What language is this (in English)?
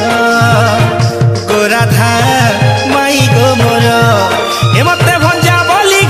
Sambalpuri